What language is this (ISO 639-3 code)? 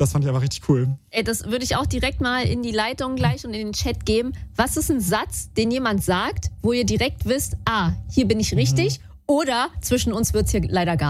deu